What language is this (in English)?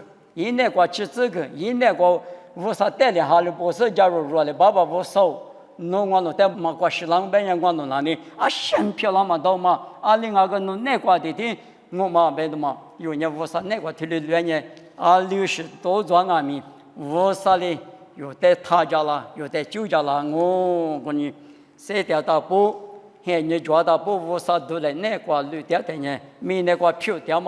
Lisu